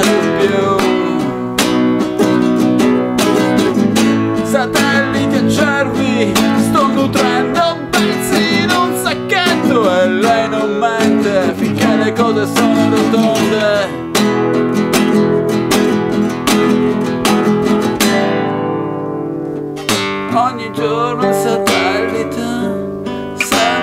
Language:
Italian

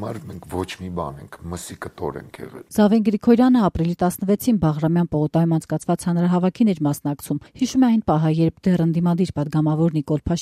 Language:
Armenian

